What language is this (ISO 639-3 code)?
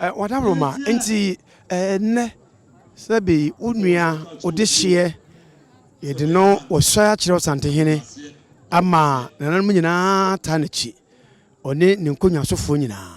aka